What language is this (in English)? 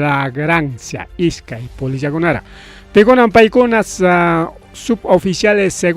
Ayacucho Quechua